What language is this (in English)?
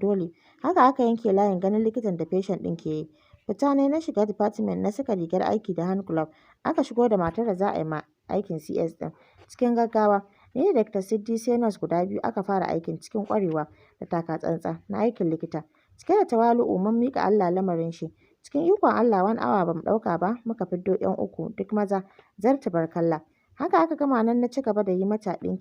Hausa